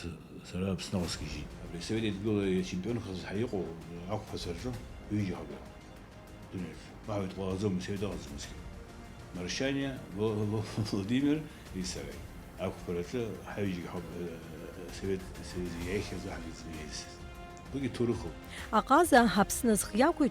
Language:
Abkhazian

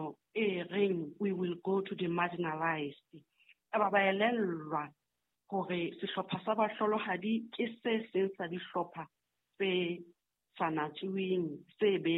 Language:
Southern Sotho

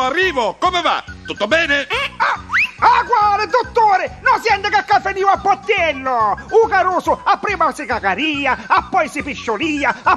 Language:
Neapolitan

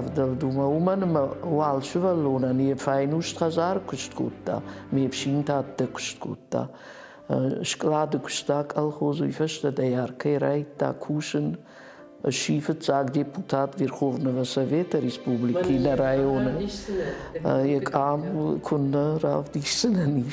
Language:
Ossetic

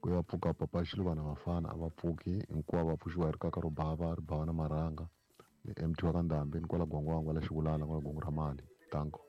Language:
Tsonga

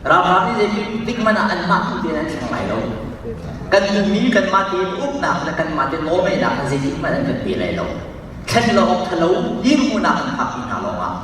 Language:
Hakha Chin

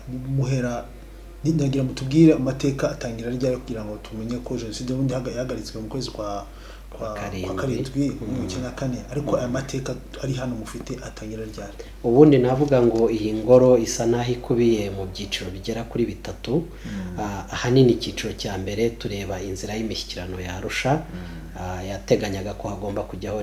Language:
Kinyarwanda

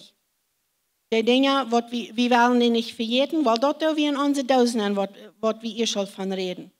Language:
Plautdietsch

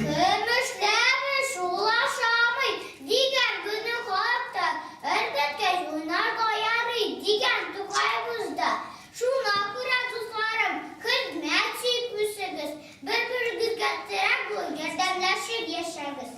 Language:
Tatar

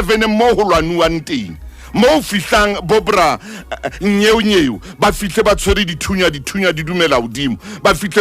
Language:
Southern Sotho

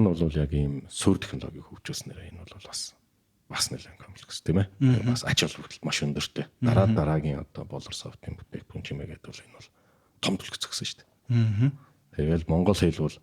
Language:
Mongolian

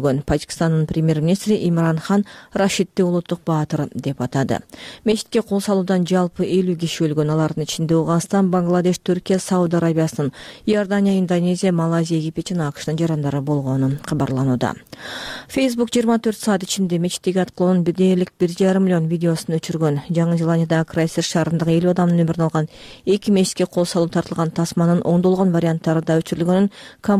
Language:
Kyrgyz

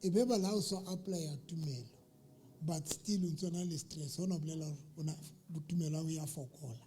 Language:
Southern Sotho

